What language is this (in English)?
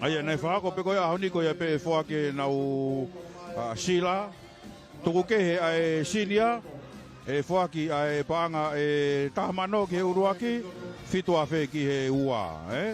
Tongan